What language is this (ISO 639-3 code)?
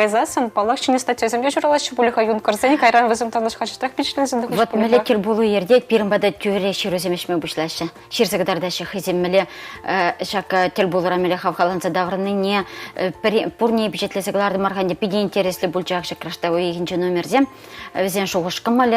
chv